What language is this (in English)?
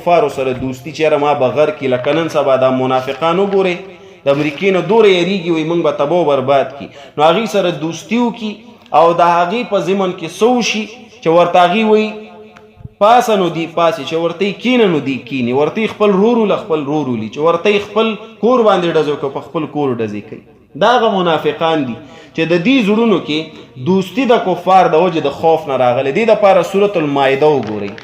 Pashto